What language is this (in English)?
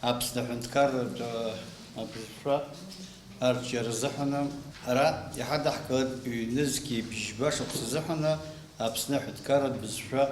Abkhazian